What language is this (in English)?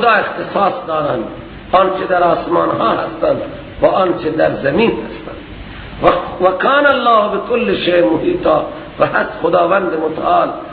Persian